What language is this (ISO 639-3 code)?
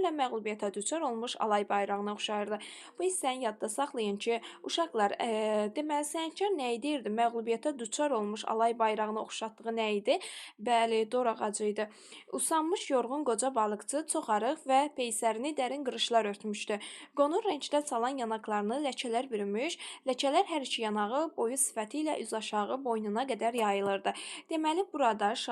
aze